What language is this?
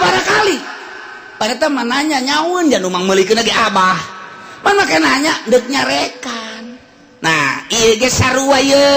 Sundanese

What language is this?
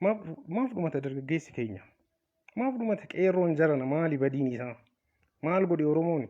Oromo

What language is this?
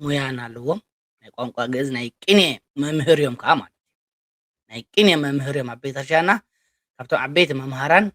Tigrinya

